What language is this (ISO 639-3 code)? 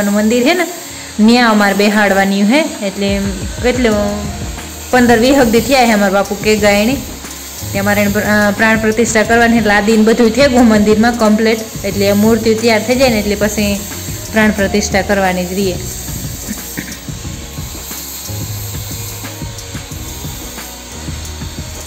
guj